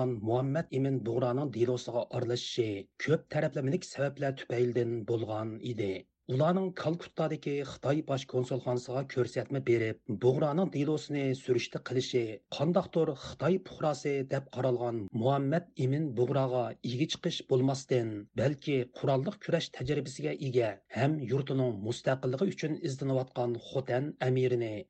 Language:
Uyghur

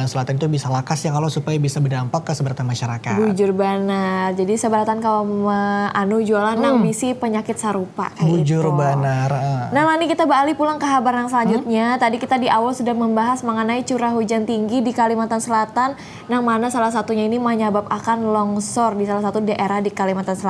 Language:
Banjar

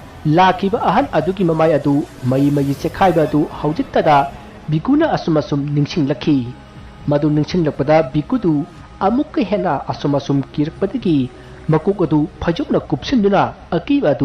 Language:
Manipuri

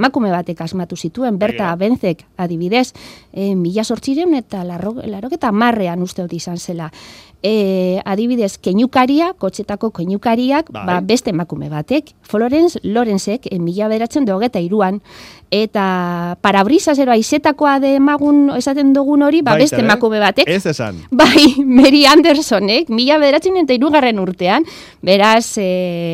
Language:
Basque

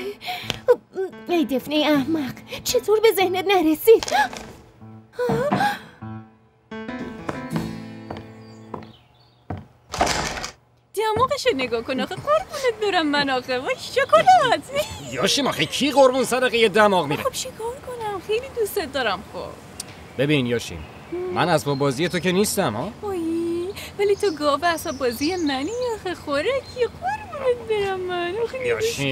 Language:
Persian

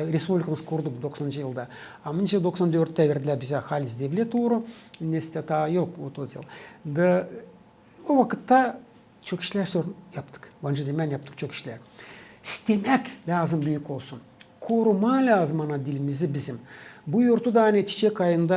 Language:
Gagauz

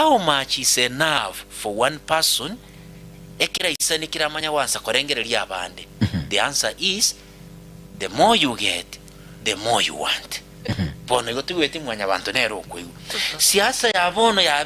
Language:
Gusii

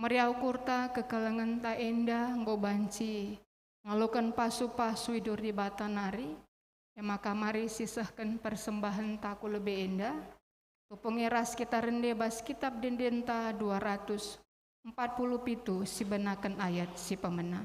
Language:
Batak Karo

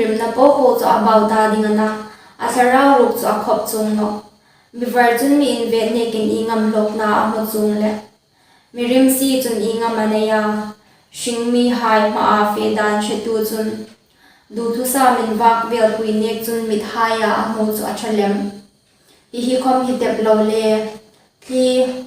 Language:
Hmar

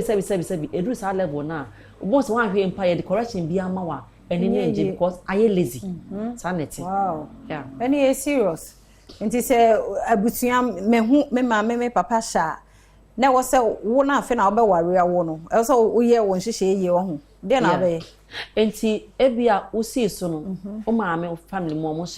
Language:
Akan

